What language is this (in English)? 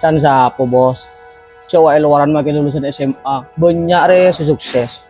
Madurese